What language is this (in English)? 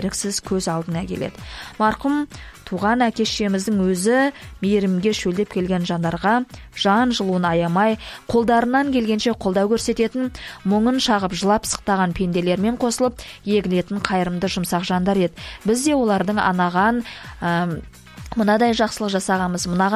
Kazakh